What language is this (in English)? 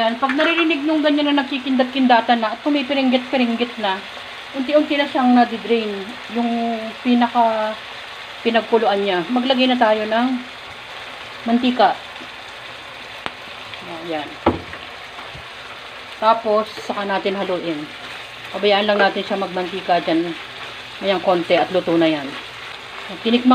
Filipino